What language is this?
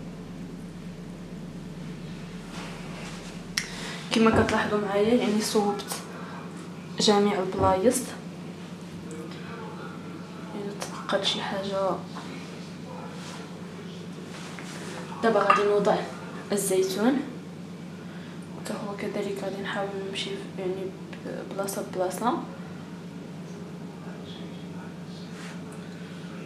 Moroccan Arabic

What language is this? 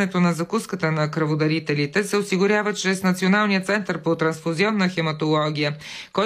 Bulgarian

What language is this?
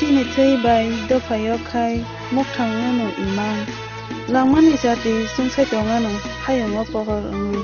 Kok Borok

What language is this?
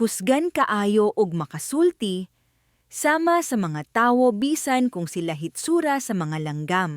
Cebuano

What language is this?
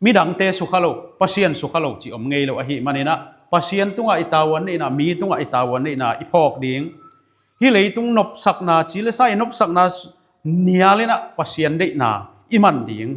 Tedim Chin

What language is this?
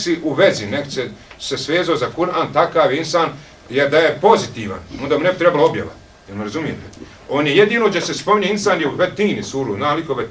Bosnian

